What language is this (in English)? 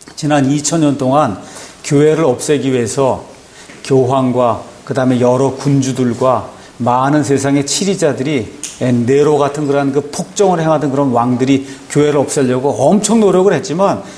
Korean